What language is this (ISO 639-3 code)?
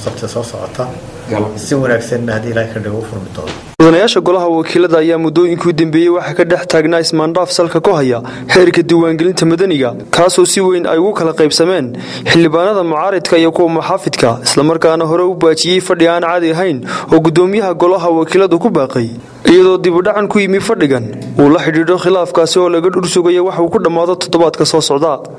som